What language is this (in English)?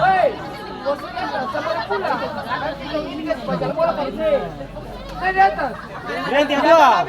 Ambonese Malay